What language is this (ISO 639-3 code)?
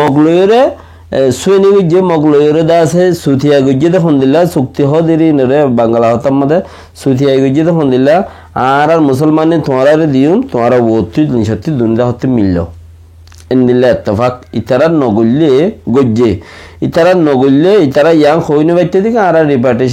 rhg